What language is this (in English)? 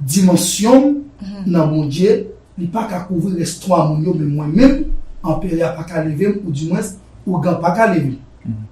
Haitian Creole